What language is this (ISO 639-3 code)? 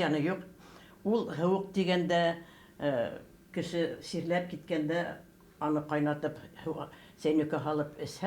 bak